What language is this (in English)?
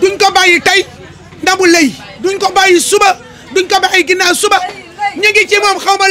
Wolof